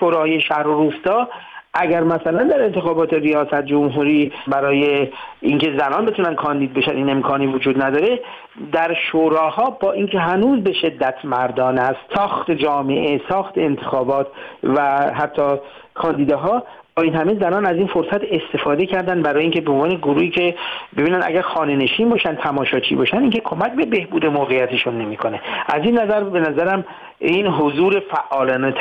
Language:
Persian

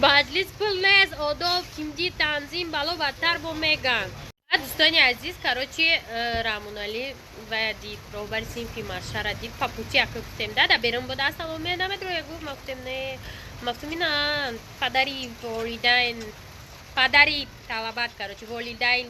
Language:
Tajik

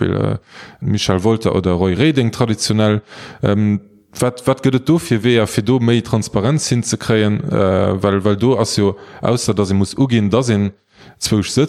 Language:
Luxembourgish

